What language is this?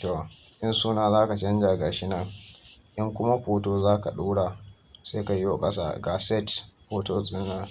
Hausa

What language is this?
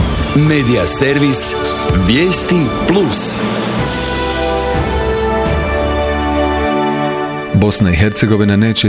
Croatian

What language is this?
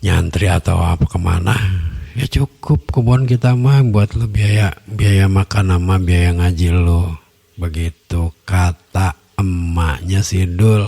Betawi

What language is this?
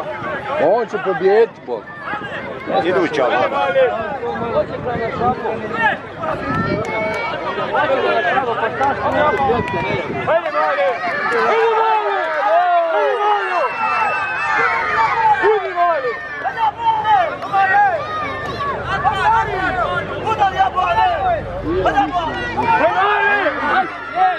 Croatian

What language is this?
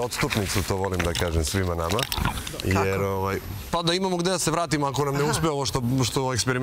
Serbian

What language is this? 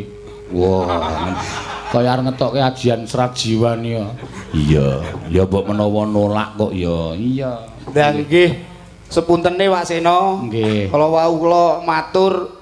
Javanese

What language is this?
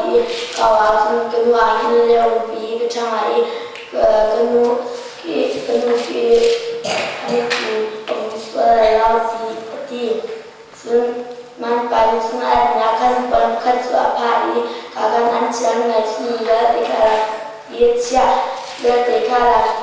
Hakha Chin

